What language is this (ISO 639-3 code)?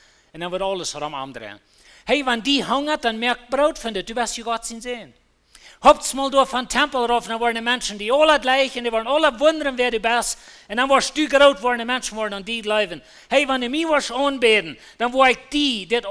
pdt